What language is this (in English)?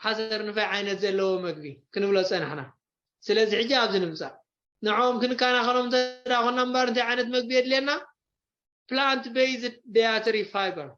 Tigrinya